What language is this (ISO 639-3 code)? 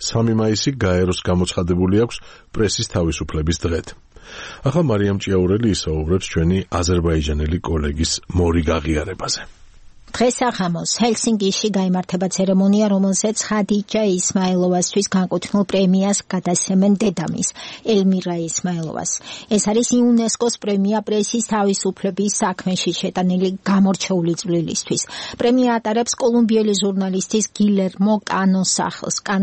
kat